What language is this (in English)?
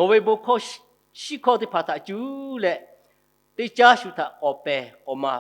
Lahu